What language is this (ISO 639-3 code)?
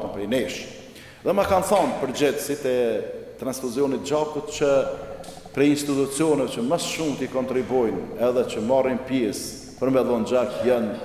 sqi